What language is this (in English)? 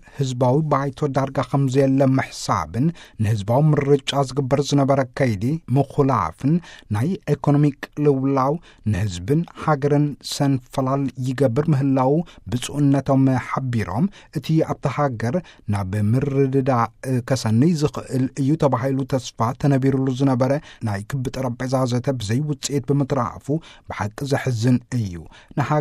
Tigrinya